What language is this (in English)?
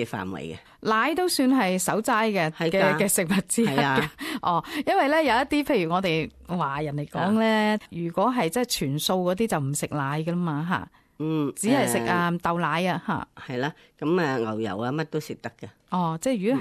Cantonese